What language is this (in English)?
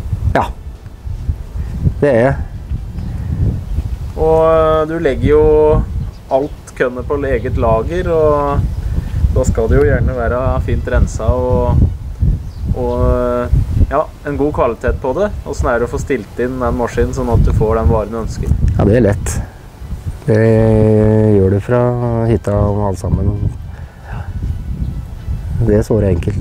Norwegian